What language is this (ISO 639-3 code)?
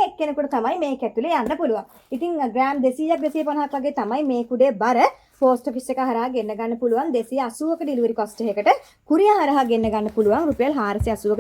sin